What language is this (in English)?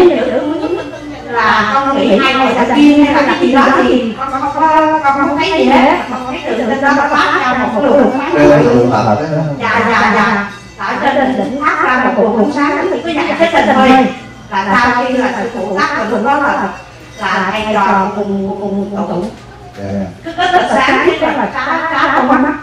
Vietnamese